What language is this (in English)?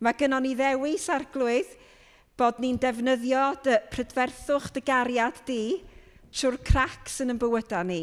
Welsh